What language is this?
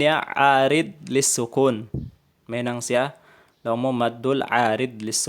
Tausug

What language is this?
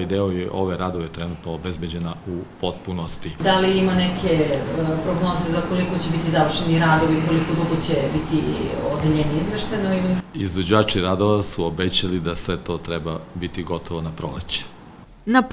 Serbian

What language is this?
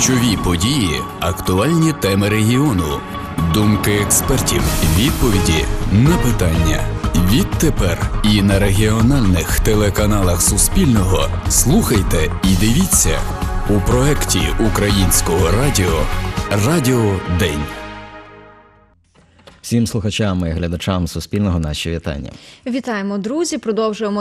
Ukrainian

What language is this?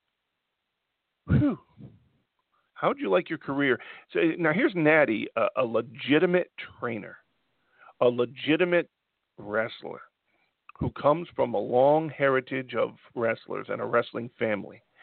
English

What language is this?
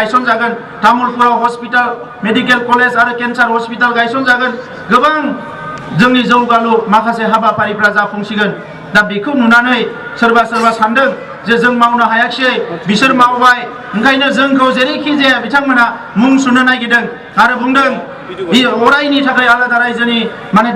Bodo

